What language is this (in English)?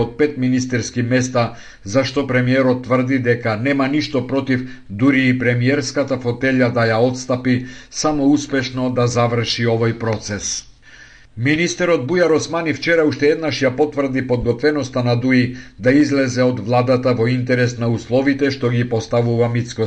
Macedonian